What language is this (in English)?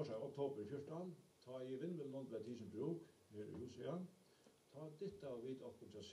Faroese